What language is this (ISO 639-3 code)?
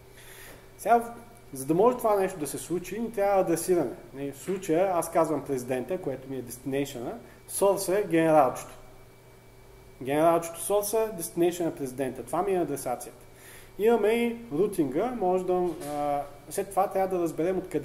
bul